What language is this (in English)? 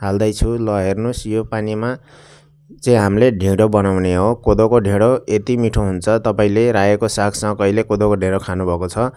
Nepali